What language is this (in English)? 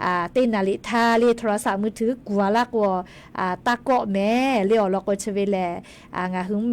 Lahu